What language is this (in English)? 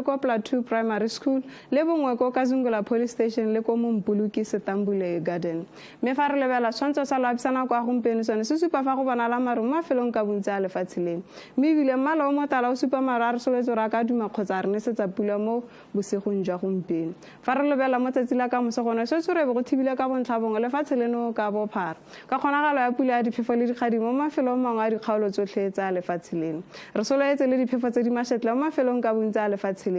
Tswana